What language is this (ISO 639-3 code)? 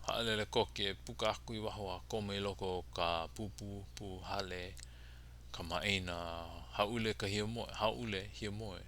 haw